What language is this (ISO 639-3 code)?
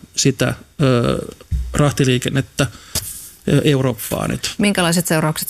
fin